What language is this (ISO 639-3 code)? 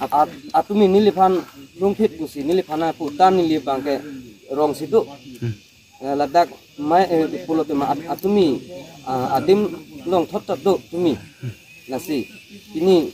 mjw